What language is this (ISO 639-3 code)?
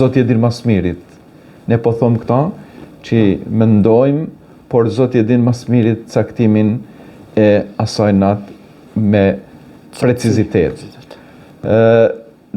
sqi